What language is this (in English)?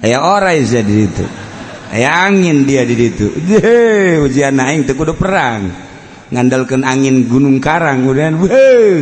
Sundanese